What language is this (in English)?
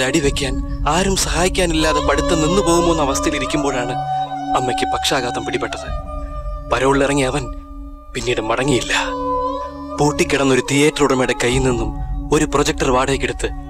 Malayalam